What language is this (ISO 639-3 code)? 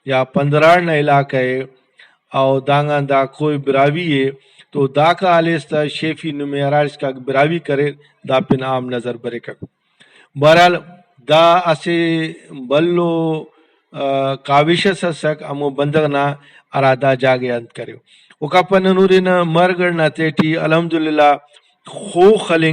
brh